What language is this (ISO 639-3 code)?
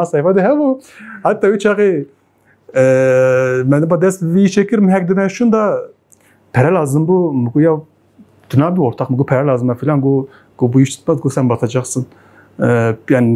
kur